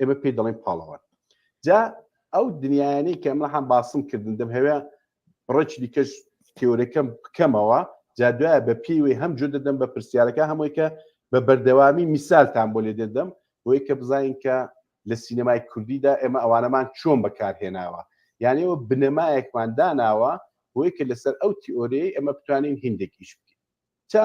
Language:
Central Kurdish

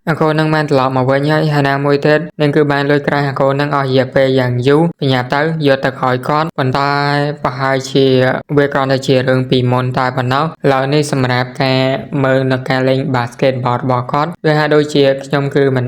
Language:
Khmer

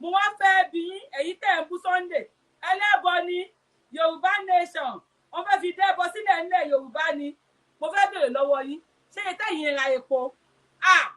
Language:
Yoruba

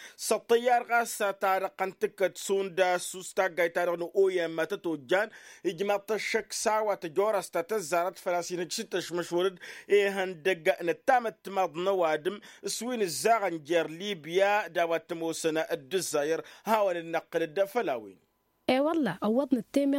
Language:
Tamasheq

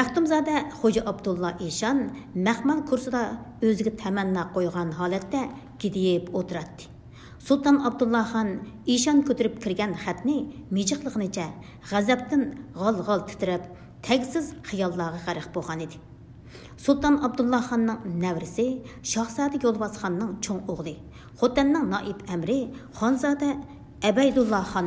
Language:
Uyghur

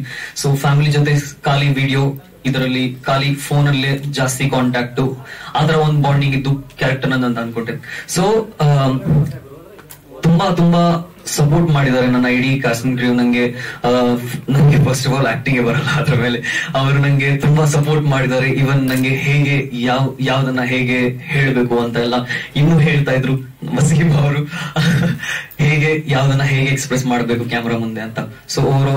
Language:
Kannada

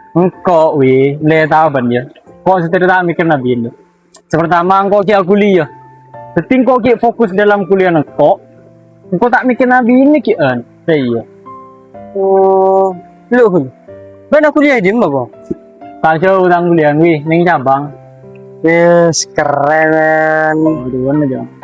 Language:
Madurese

